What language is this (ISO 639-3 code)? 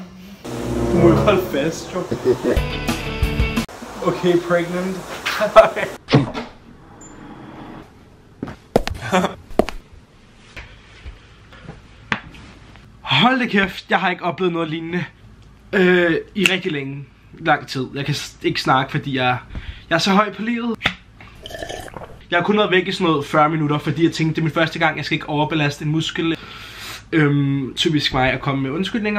dan